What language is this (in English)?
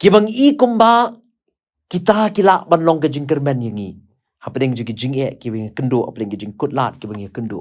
Khasi